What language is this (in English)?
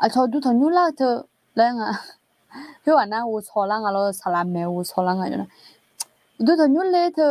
Akha